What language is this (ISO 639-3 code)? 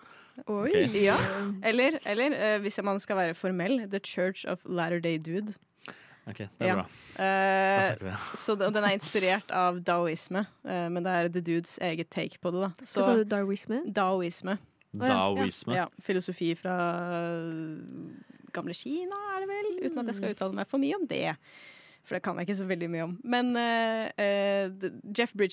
nor